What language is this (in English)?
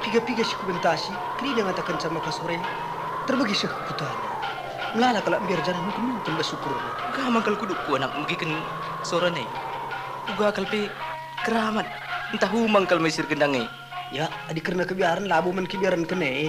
Batak Karo